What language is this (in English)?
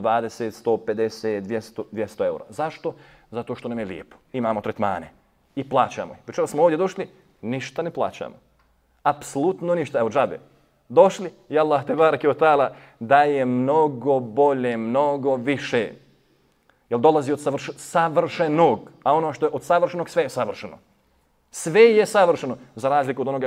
Bosnian